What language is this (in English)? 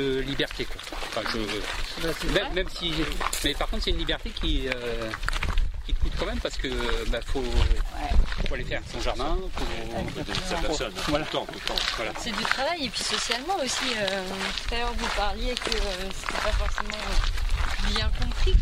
French